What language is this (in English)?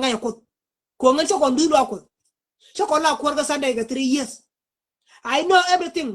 Nuer